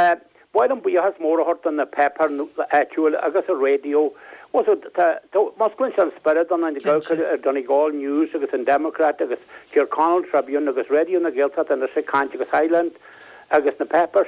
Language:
Irish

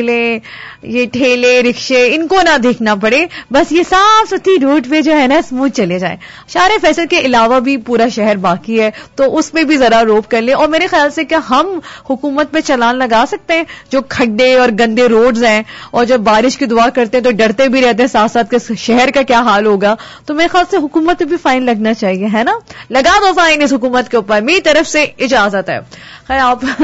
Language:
Urdu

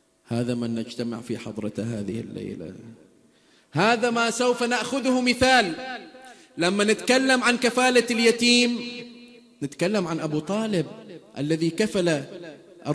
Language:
Arabic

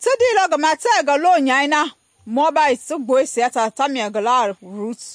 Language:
Mende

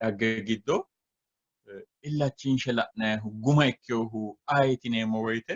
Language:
Sidamo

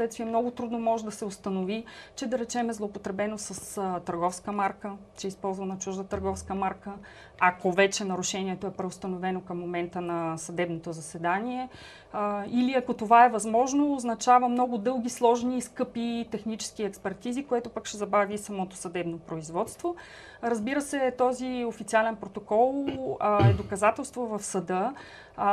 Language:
Bulgarian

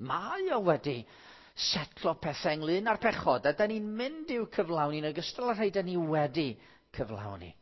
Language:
Welsh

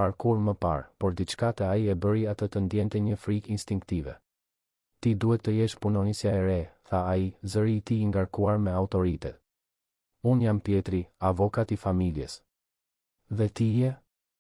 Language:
Albanian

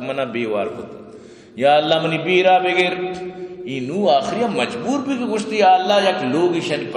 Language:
Eastern Balochi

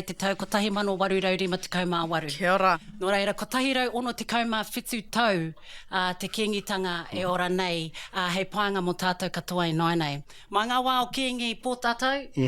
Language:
Māori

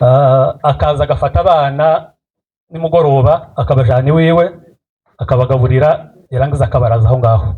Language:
Kinyarwanda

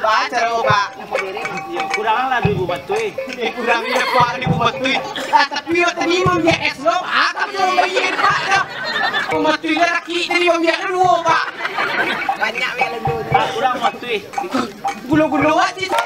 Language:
Minangkabau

